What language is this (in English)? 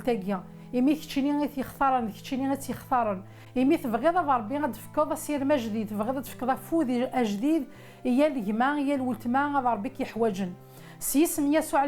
Kabyle